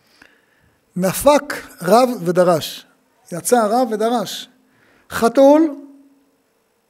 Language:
Hebrew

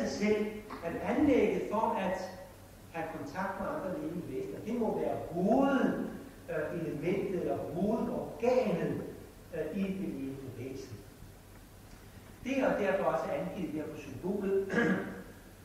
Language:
Danish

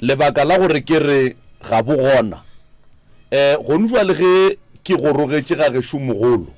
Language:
Northern Sotho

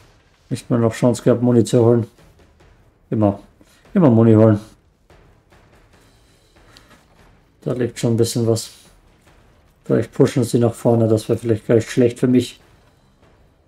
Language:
German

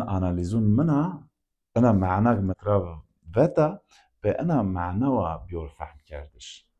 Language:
Zaza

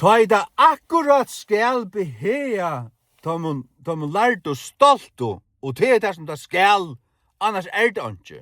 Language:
Faroese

